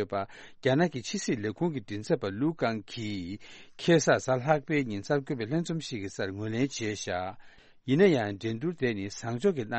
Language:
Tibetan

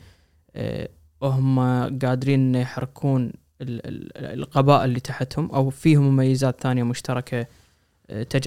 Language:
Gulf Arabic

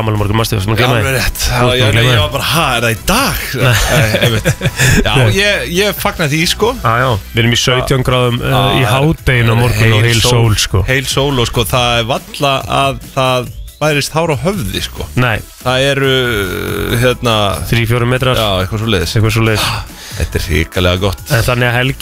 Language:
Icelandic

